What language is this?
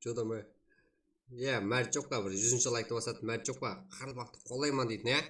Kara-Kalpak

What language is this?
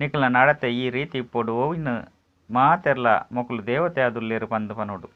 Tulu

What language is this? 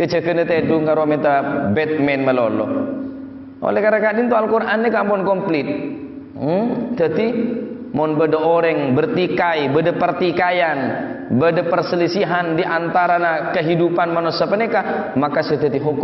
Madurese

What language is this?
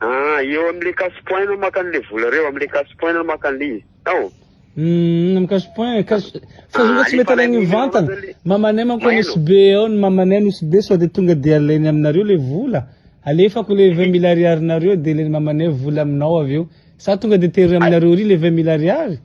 Malagasy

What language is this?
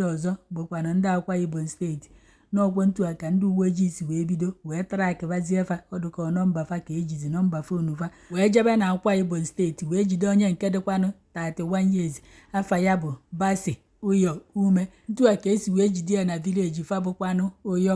Igbo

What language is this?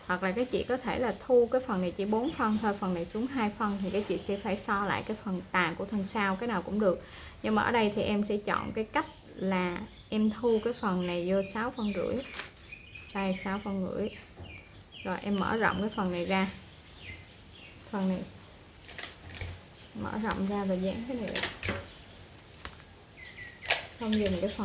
Vietnamese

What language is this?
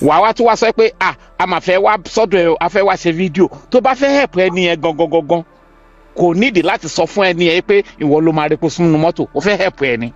Yoruba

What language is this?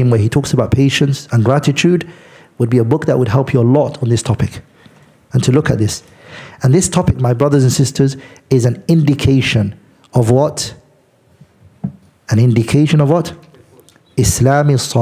English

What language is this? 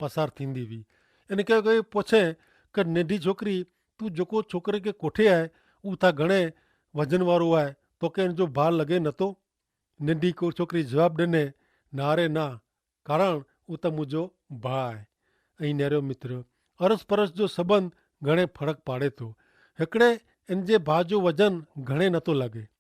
Kachhi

